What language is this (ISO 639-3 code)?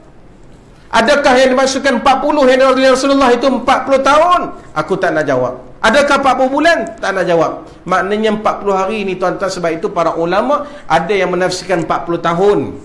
msa